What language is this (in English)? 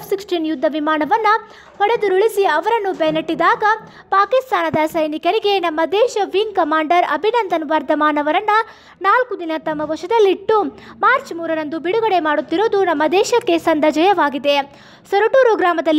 Kannada